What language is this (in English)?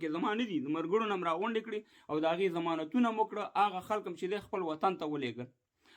Pashto